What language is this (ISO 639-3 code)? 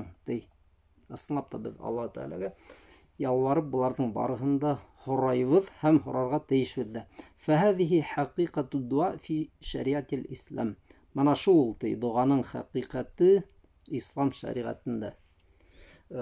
bak